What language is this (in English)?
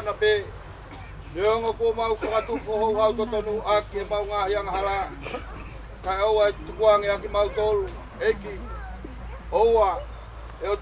Tongan